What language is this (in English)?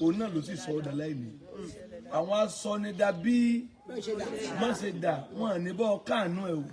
Yoruba